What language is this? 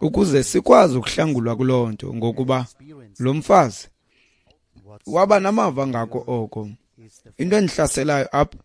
Xhosa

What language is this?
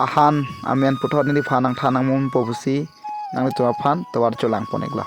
Karbi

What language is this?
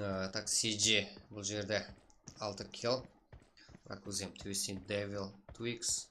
Kara-Kalpak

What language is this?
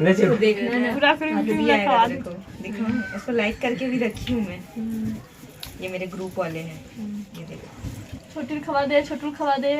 Chhattisgarhi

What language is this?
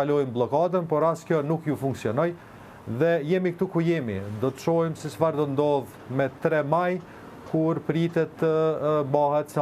Albanian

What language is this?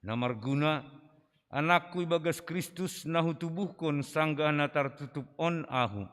Batak Simalungun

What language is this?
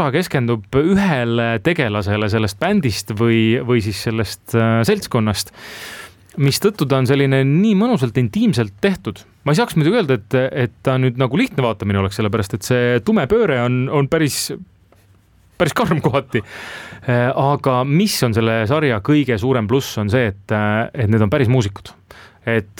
Estonian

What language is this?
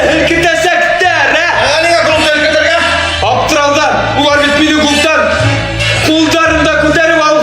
Bashkir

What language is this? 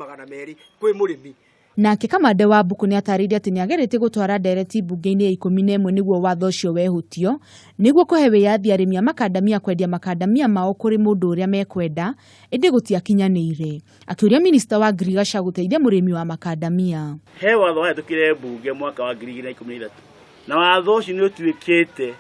Kikuyu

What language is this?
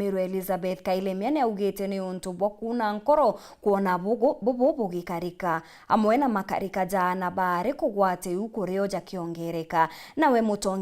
Meru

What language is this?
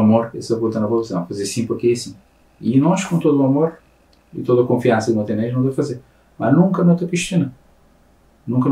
Kabuverdianu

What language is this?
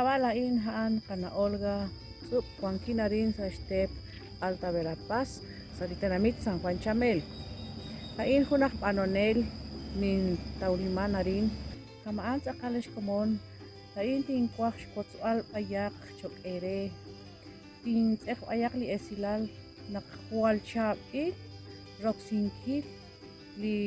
Kekchí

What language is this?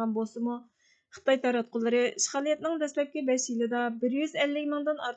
Uyghur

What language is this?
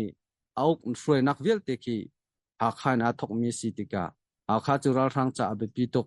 Hakha Chin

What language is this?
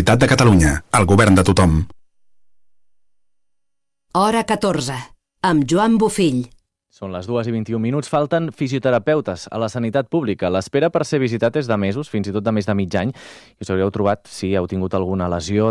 Catalan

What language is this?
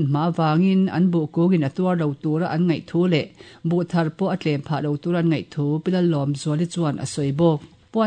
Mizo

